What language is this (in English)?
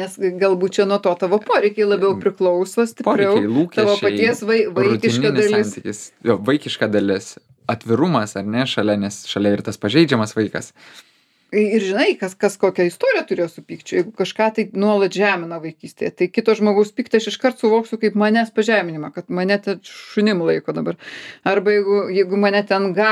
Lithuanian